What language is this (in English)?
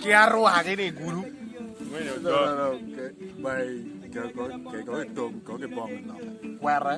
Acoli